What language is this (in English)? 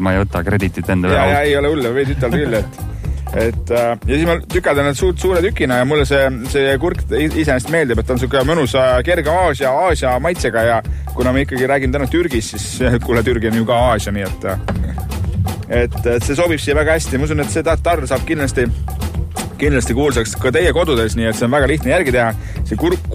Estonian